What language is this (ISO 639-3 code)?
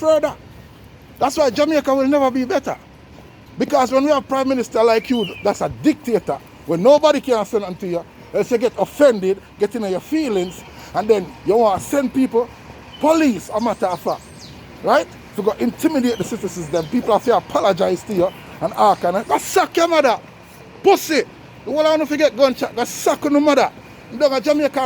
jam